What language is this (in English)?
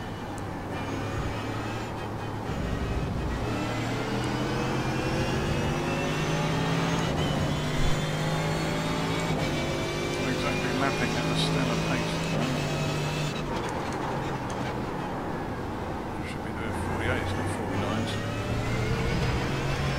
English